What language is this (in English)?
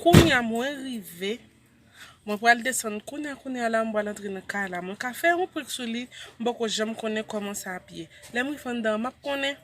Haitian Creole